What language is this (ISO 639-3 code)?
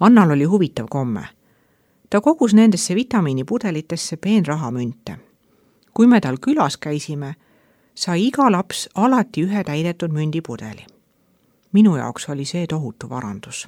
est